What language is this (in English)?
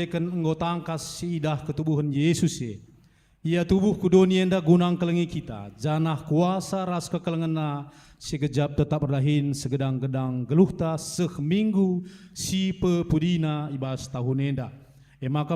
Batak Karo